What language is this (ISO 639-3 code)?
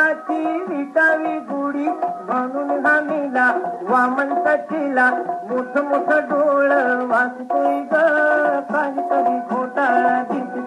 mar